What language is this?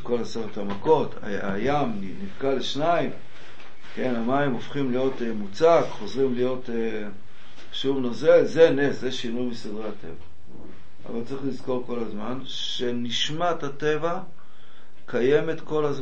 Hebrew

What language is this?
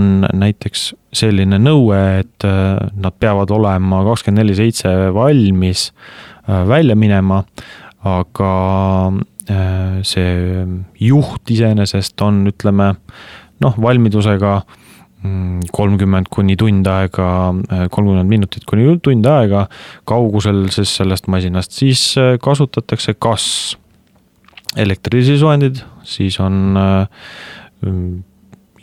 Estonian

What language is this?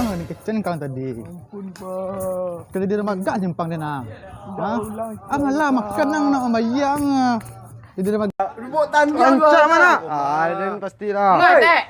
Minangkabau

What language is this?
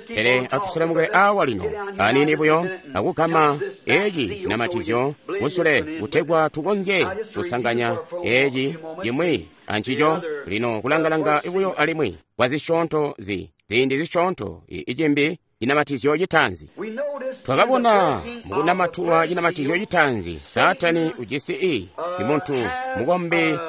Tonga (Zambia)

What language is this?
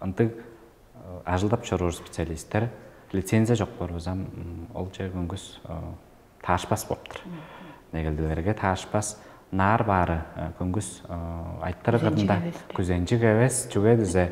Tuvinian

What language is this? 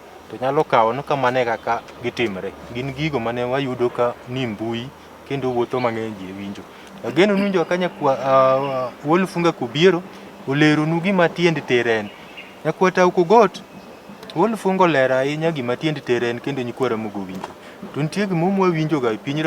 Luo (Kenya and Tanzania)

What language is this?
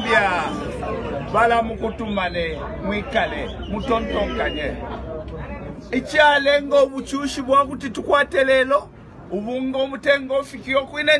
Bemba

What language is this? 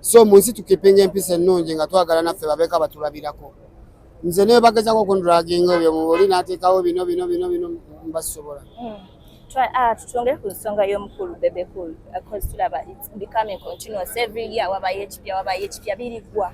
Ganda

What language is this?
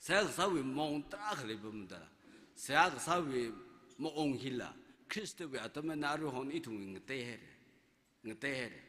Tangkhul Naga (India)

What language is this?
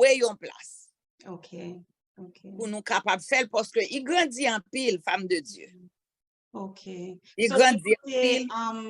Haitian Creole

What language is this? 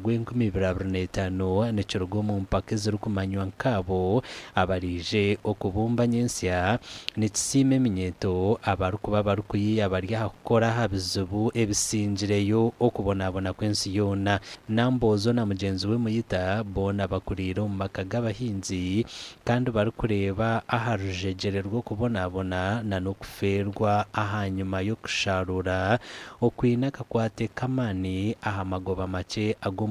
Nyankole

